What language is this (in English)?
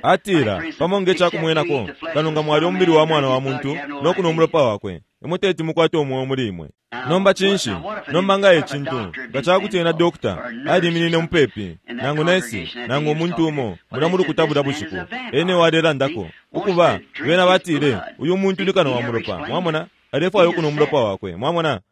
Bemba